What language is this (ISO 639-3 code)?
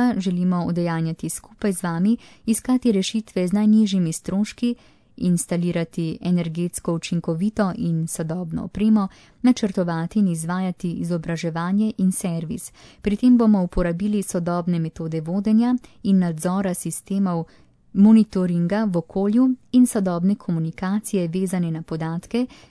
slv